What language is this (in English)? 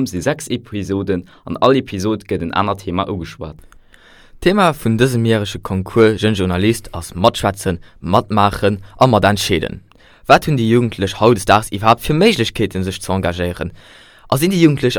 Luxembourgish